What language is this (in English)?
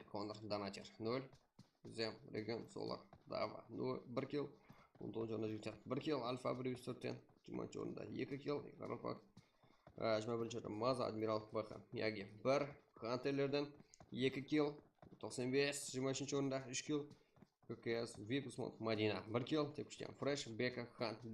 Kara-Kalpak